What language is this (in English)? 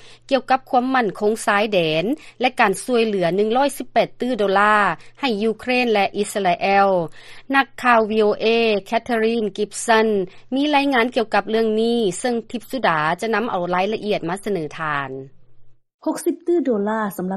Lao